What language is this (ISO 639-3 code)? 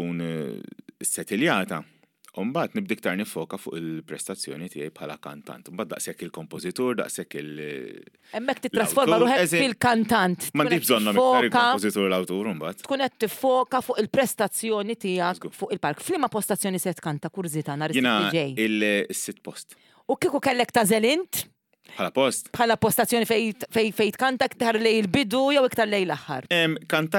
mlt